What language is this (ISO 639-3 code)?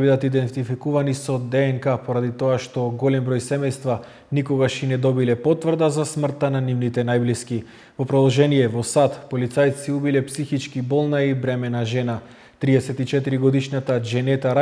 mkd